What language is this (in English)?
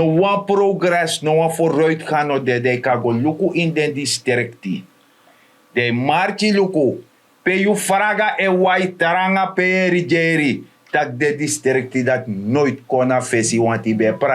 Sranan Tongo